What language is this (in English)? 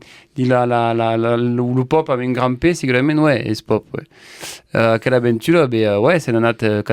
Occitan